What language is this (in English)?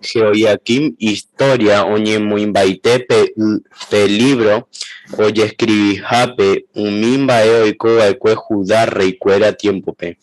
Guarani